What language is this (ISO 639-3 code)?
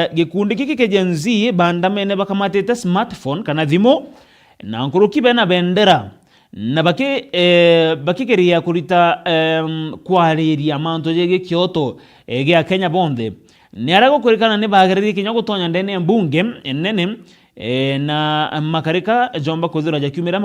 mer